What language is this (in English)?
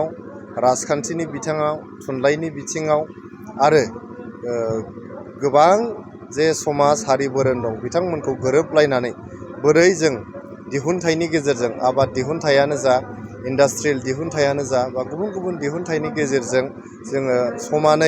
Bodo